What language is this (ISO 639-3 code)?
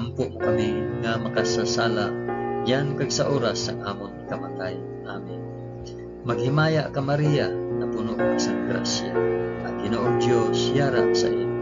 hil